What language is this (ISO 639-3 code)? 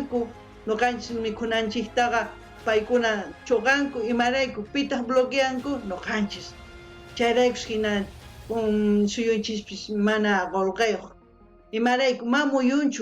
quh